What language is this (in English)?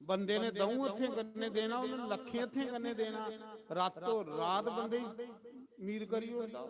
Dogri